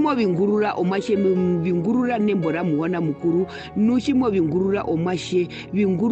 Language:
Herero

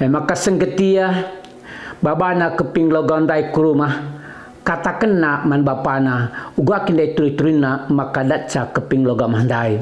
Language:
Batak Karo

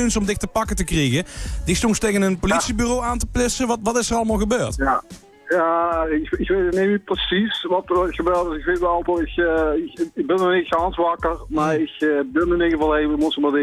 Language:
Limburgish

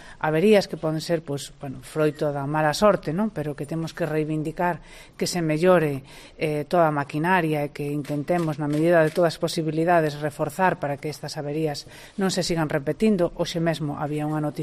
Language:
Galician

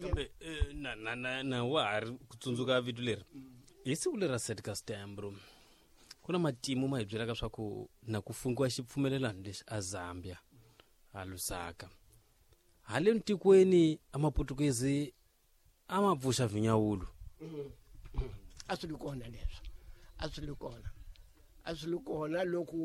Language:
Tsonga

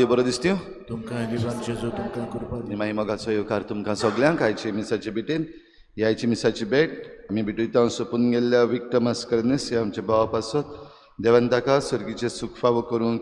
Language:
Konkani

